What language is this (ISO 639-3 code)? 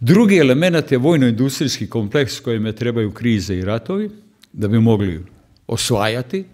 hrv